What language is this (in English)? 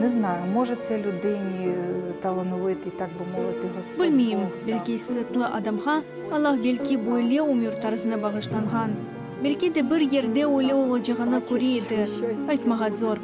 Crimean Tatar